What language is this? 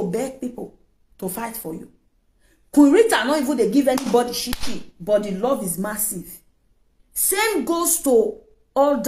Nigerian Pidgin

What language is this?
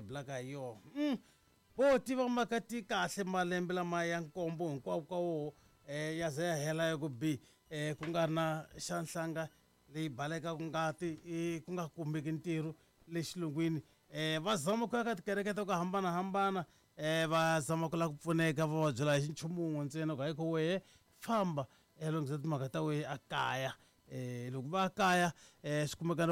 Tsonga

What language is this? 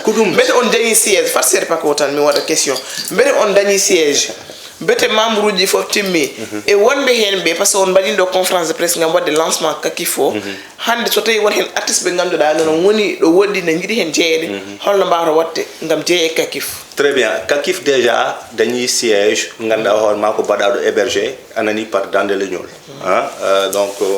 Fula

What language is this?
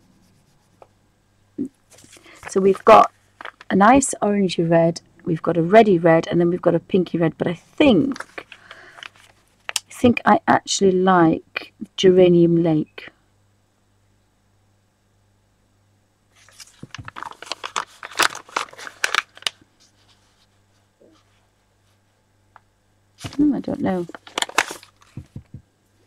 English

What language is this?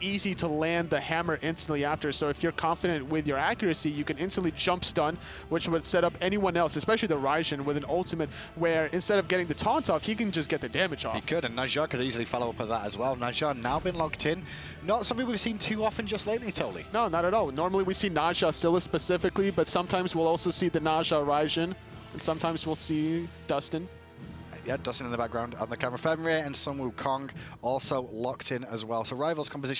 English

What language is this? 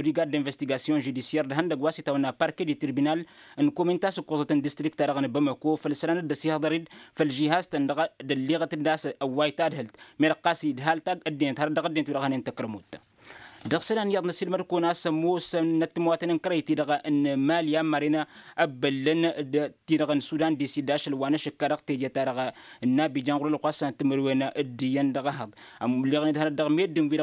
Tamasheq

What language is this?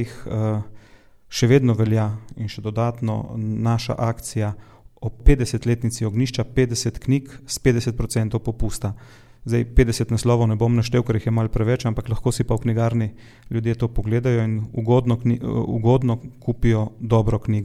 Slovenian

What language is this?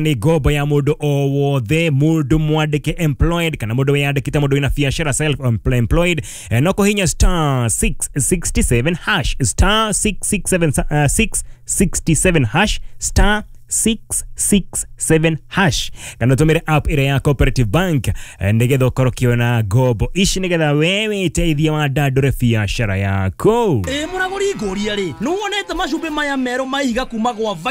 Kikuyu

